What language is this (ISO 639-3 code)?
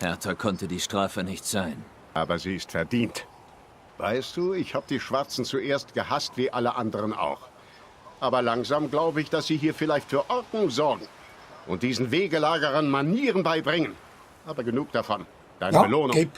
gsw